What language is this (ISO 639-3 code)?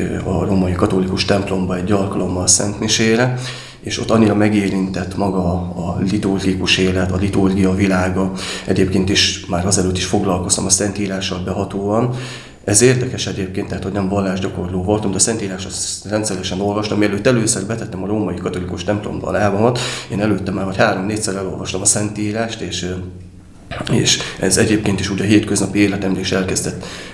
hun